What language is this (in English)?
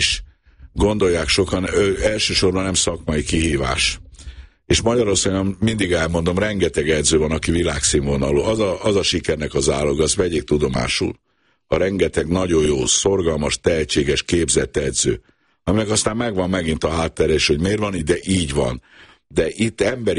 Hungarian